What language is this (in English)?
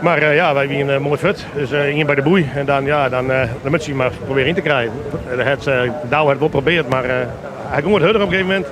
Western Frisian